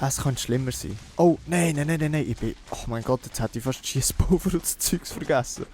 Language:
Swiss German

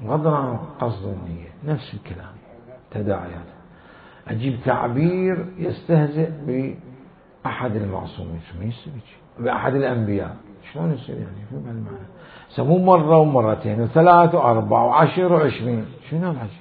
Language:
Mesopotamian Arabic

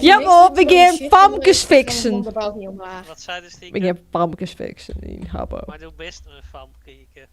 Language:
Western Frisian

